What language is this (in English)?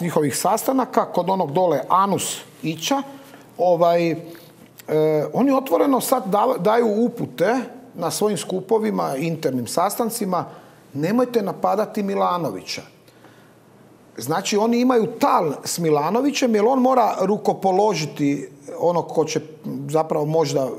Croatian